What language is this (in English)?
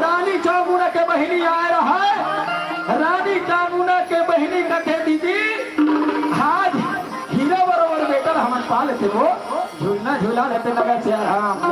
Chhattisgarhi